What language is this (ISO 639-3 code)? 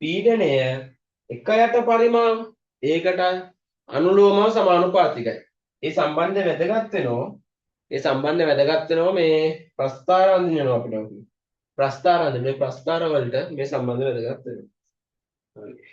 sin